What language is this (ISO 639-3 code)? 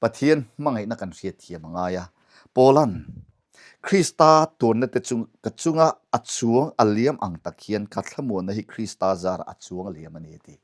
lus